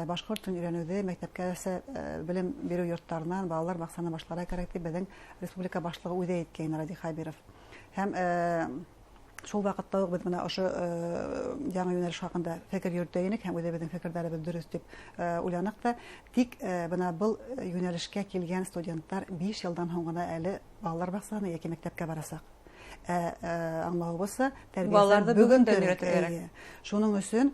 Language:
Bashkir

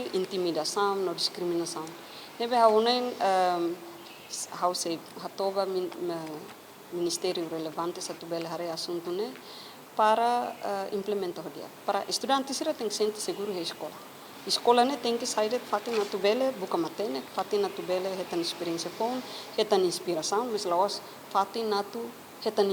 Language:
Tetum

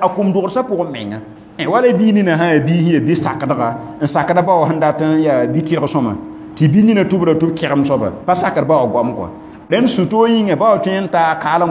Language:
Mossi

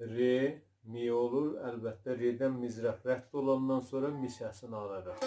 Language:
South Azerbaijani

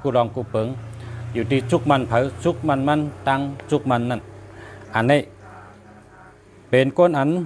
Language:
Shan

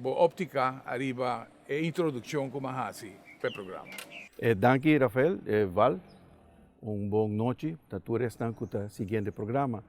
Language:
Papiamento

